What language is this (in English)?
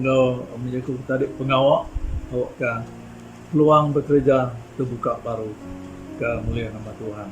Iban